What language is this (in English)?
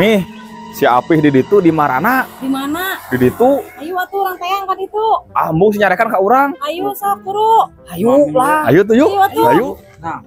Sundanese